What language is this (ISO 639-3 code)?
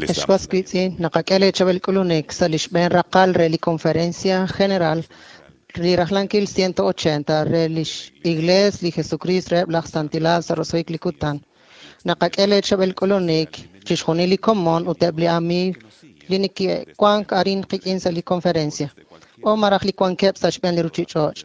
kek